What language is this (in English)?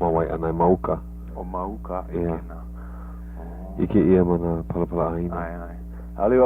Hawaiian